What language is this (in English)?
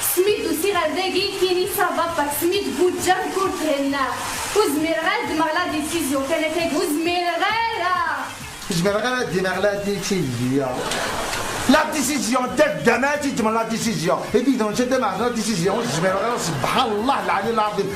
Kabyle